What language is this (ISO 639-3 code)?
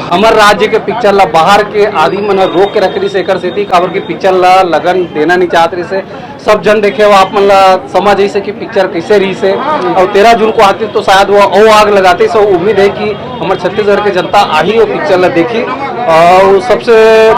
hne